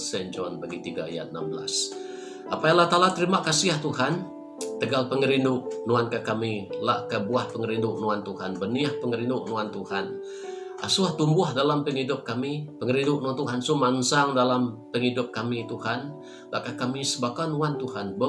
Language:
Iban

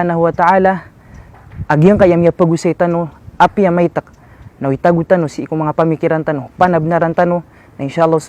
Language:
Maranao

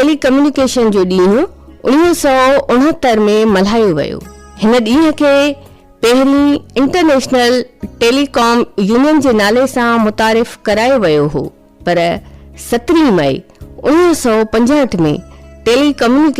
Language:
Sindhi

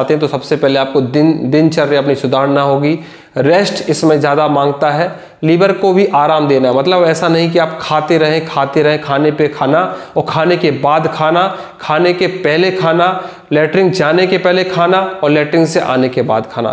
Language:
Hindi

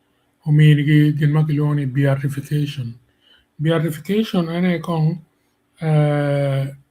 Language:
Acoli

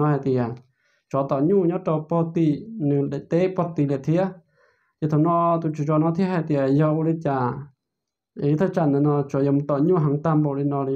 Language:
Hmong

